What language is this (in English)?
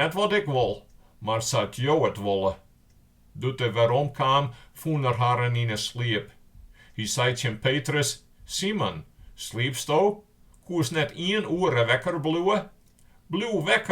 Western Frisian